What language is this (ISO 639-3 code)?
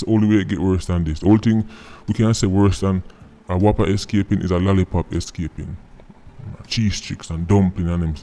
jam